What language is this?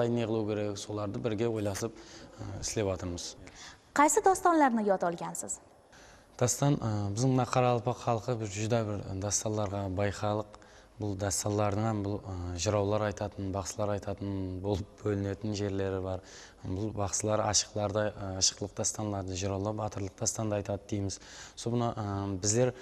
Kara-Kalpak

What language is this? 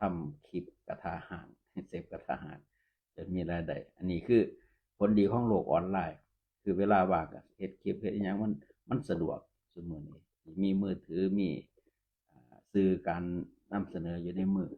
Northeastern Thai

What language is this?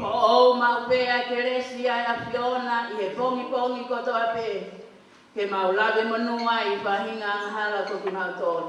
Tongan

